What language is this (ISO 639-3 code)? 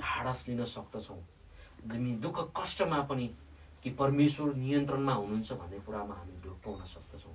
nep